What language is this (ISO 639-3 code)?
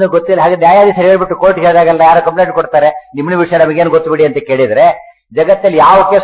kan